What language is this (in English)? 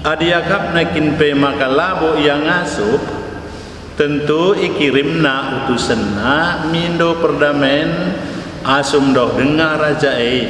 Batak Karo